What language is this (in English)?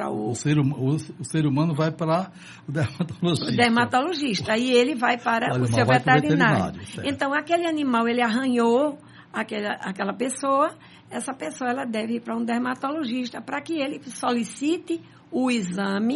Portuguese